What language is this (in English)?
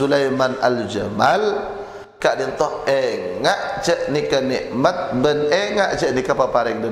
Madurese